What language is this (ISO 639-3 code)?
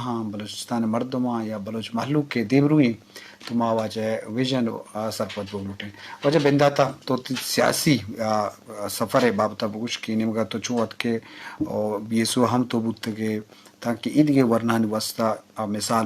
bgp